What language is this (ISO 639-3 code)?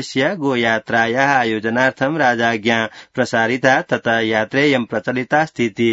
san